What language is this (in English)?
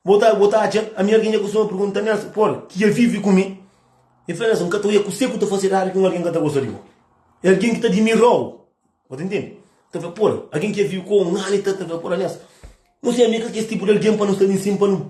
Kabuverdianu